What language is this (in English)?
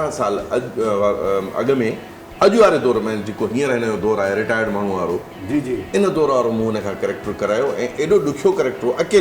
Sindhi